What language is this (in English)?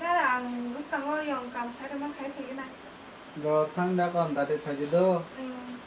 Kok Borok